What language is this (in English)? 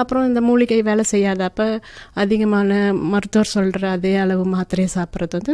Tamil